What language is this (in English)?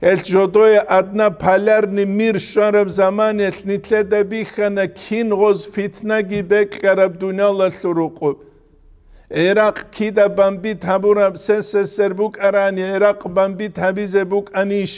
Avaric